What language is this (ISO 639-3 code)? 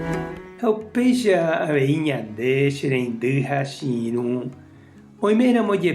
grn